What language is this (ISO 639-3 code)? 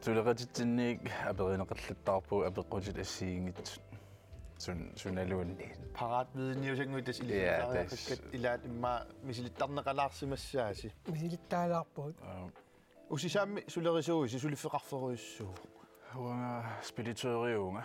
kal